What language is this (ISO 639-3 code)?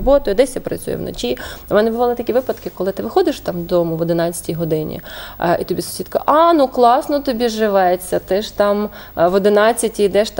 ukr